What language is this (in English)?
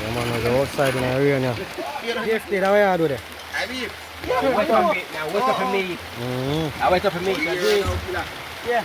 Jamaican Creole English